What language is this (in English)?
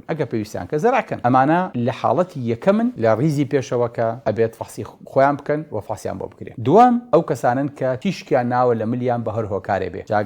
Central Kurdish